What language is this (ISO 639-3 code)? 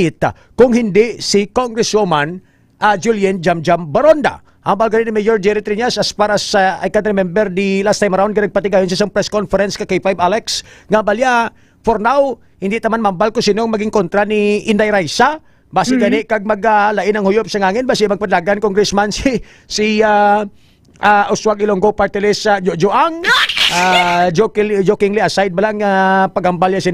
hil